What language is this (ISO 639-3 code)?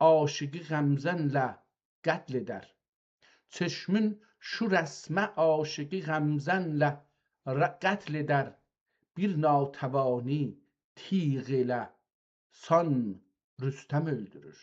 azb